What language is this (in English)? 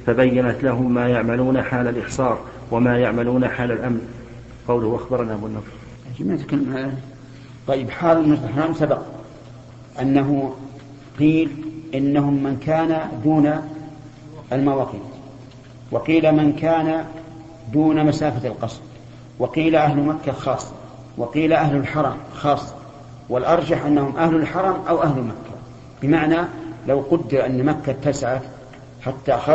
Arabic